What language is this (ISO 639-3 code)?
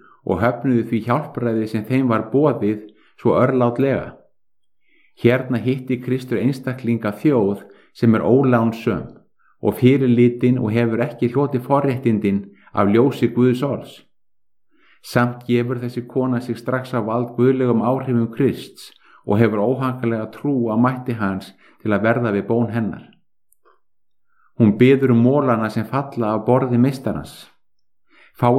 isl